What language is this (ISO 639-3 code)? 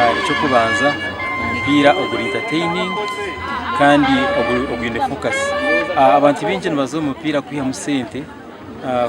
nyn